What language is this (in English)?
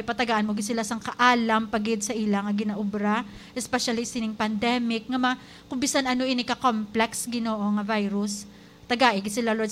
Hiligaynon